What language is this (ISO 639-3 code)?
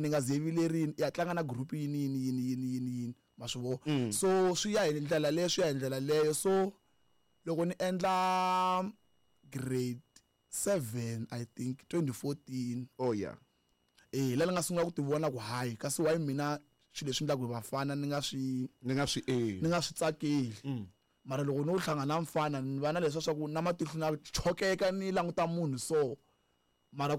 tso